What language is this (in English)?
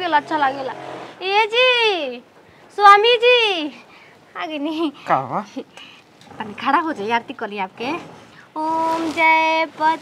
Bhojpuri